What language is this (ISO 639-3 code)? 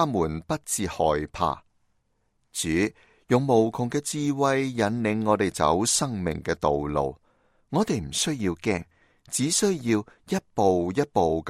yue